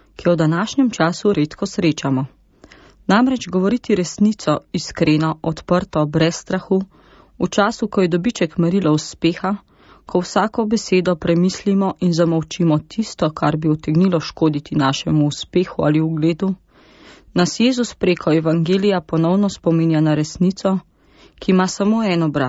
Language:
Slovenian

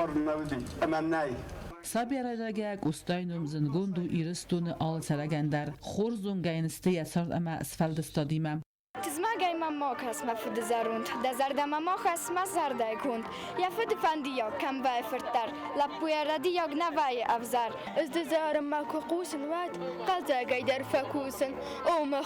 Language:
Ossetic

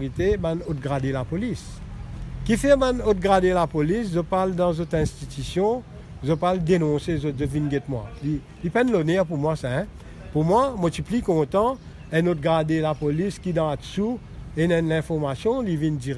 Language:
Morisyen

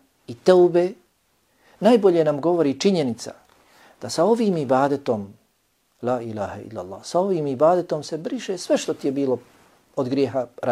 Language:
Bosnian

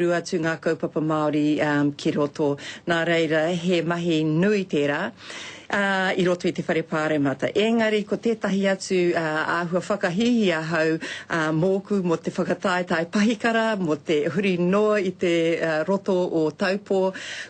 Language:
Māori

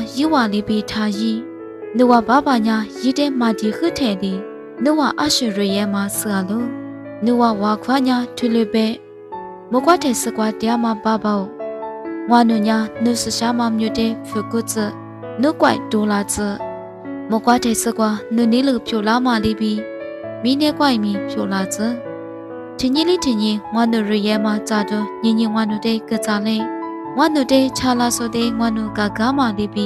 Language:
Lisu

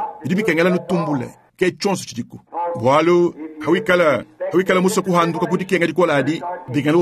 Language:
Luba-Lulua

